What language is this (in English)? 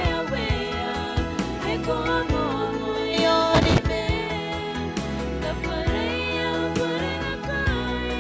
Gilbertese